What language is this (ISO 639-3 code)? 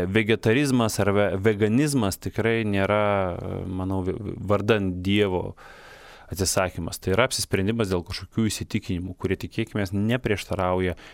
lit